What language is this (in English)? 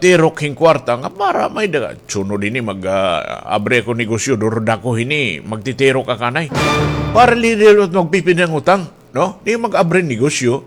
Waray